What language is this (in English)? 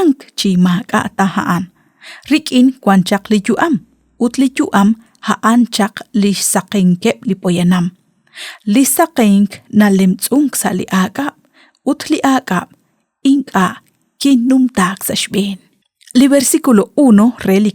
Kekchí